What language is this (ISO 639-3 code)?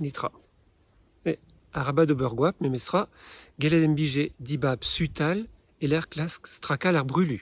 bre